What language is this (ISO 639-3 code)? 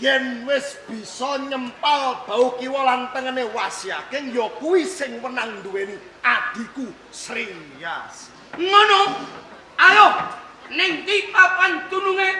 jav